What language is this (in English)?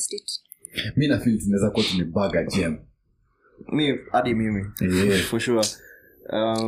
Swahili